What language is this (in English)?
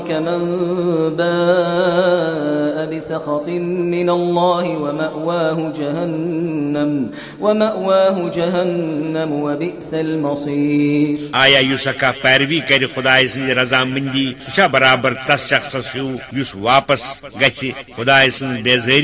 Kashmiri